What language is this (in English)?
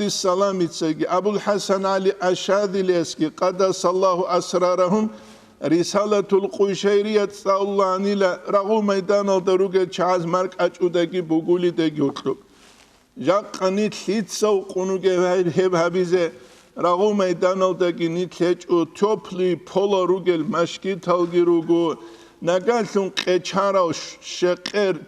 Avaric